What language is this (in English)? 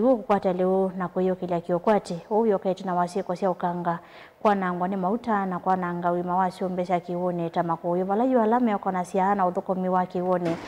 Kamba